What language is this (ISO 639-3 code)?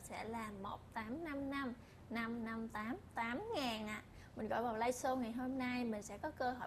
vie